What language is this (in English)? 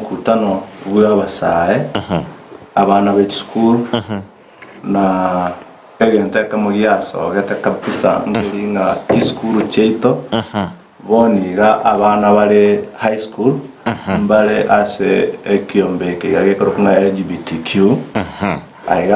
Gusii